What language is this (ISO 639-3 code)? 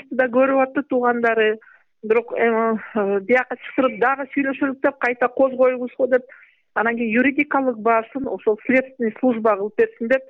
kir